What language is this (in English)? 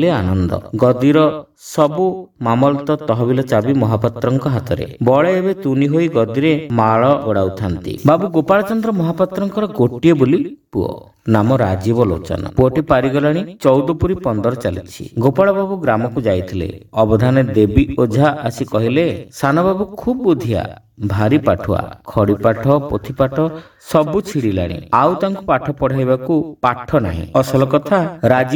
Odia